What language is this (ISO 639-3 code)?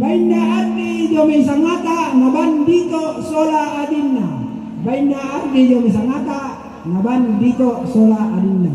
sda